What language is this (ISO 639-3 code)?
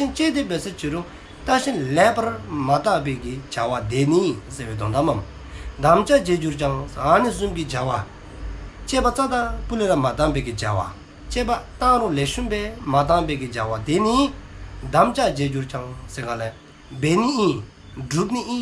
dzo